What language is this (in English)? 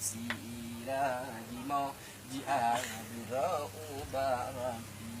Achinese